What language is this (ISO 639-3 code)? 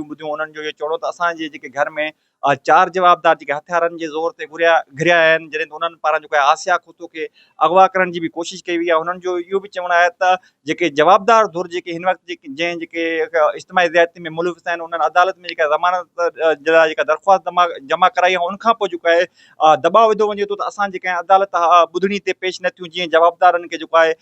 snd